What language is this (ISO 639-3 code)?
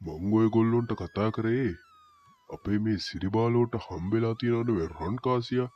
sin